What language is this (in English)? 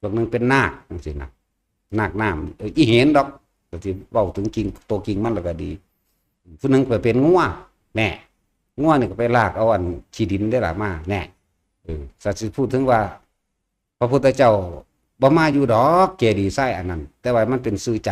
Northeastern Thai